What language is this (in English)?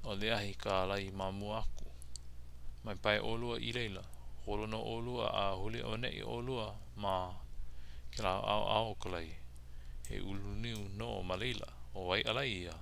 Hawaiian